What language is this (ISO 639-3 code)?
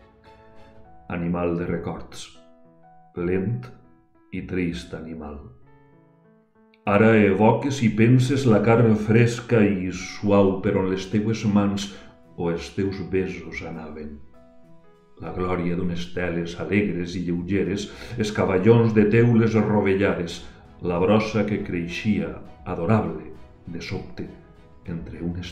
cat